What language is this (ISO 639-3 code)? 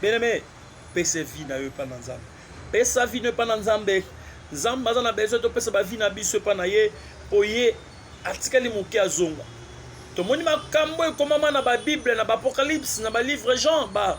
lin